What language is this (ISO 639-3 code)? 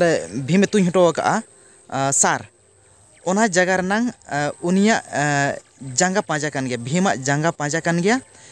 sat